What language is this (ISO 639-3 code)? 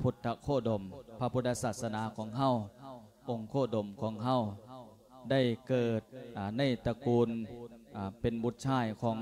lao